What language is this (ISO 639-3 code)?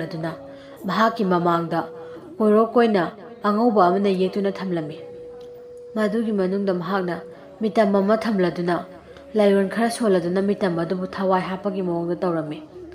mni